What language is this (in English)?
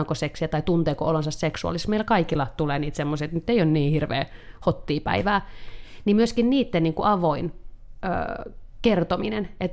Finnish